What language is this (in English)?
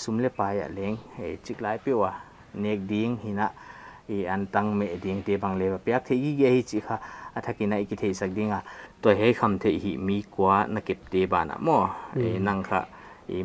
Paite Chin